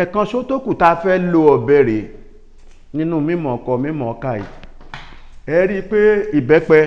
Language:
Yoruba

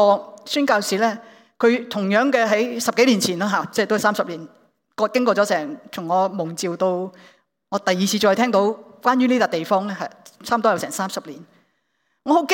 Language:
Cantonese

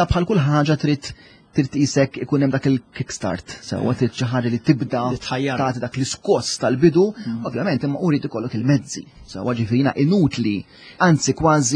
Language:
Maltese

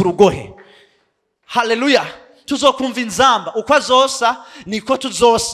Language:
Rundi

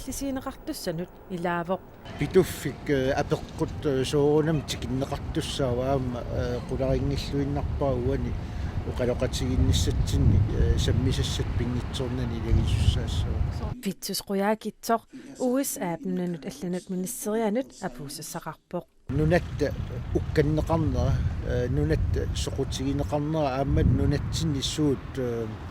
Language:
Kalaallisut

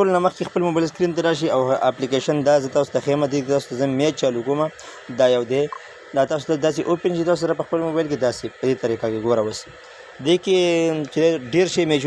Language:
Pashto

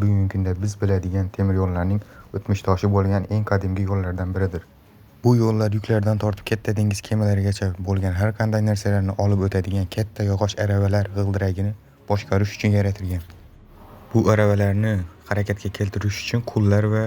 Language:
Uzbek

